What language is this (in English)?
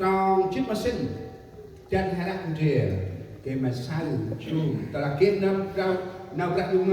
Central Mnong